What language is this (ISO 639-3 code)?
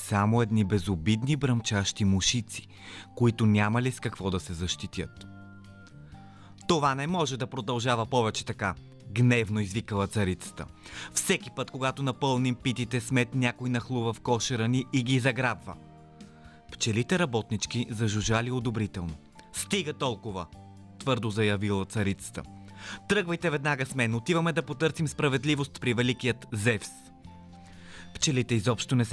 bul